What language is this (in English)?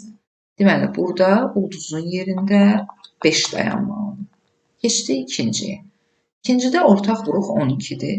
Azerbaijani